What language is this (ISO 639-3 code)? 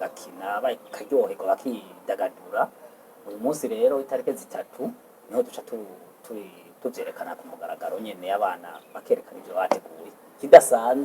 run